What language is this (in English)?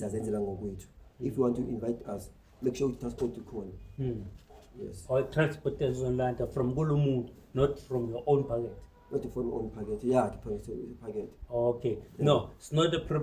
Zulu